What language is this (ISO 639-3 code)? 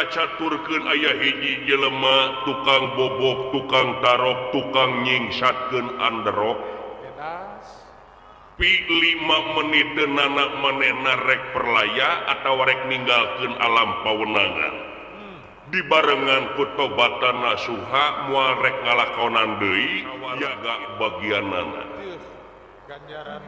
sun